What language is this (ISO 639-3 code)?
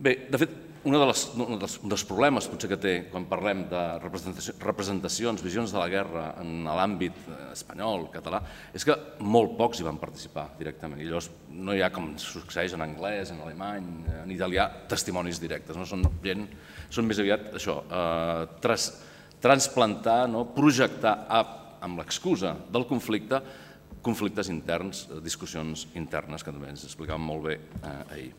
cat